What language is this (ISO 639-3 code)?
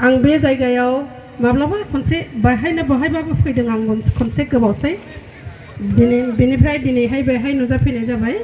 brx